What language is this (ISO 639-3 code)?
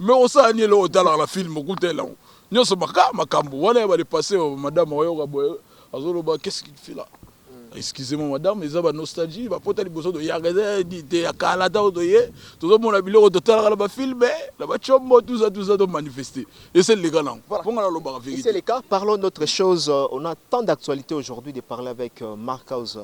lin